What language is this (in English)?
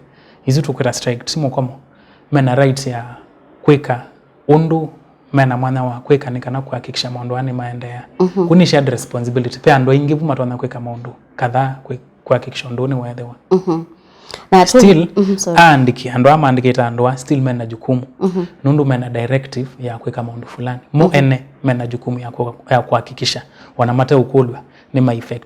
Kamba